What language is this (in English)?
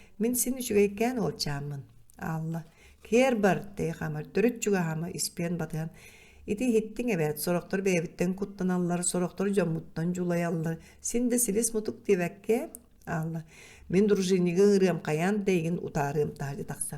Yakut